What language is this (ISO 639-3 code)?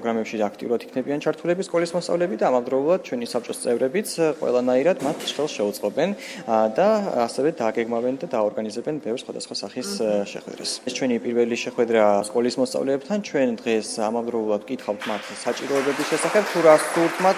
kat